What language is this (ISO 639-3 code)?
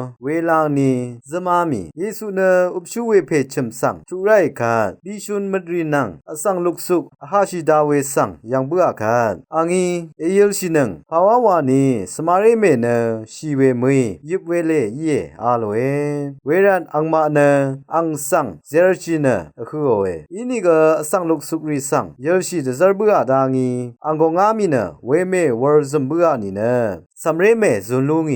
raw